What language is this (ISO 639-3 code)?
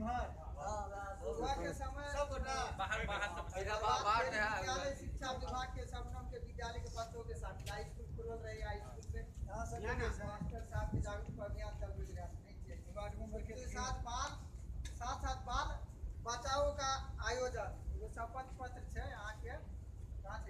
mai